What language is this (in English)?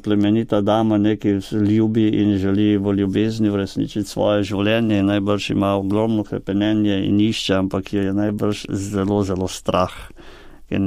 Slovenian